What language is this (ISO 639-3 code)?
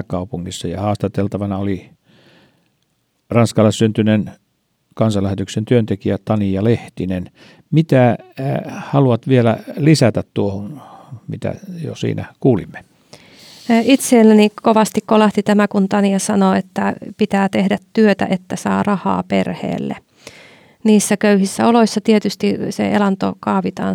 fin